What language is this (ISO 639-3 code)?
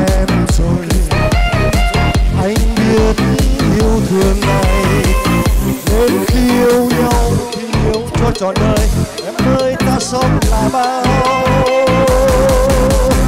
vie